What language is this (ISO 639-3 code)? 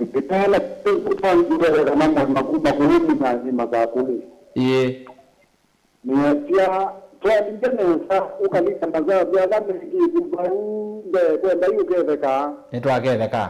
kam